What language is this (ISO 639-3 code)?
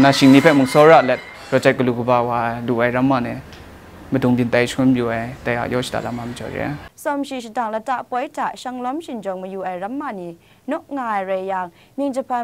kac